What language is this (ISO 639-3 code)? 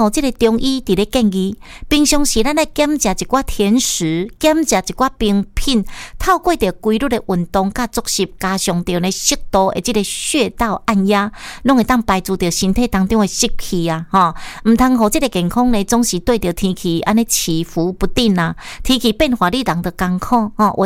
nan